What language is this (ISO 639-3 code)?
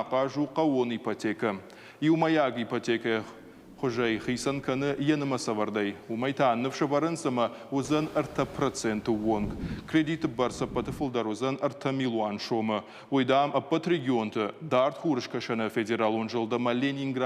oss